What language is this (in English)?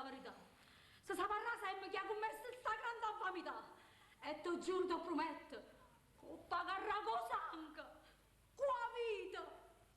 Neapolitan